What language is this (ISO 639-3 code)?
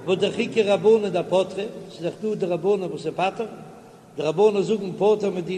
yid